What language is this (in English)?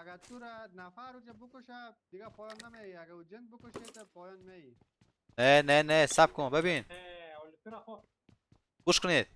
Persian